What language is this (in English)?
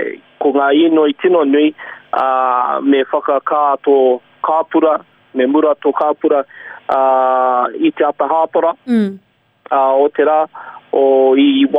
Māori